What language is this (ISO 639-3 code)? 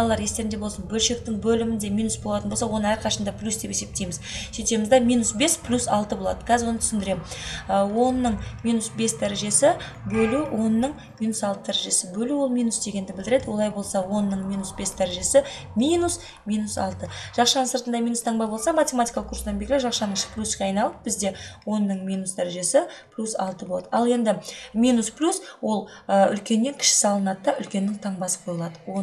kaz